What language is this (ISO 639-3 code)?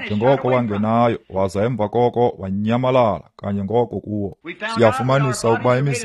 xho